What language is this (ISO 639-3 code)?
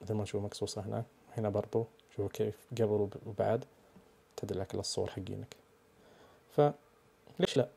ars